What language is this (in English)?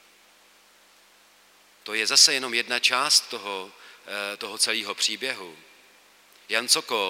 Czech